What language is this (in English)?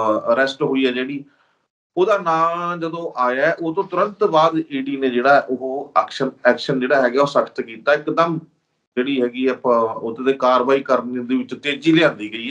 Punjabi